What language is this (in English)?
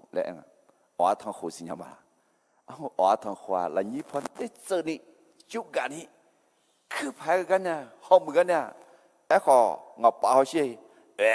Akha